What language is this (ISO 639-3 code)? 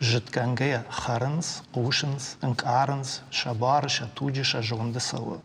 oss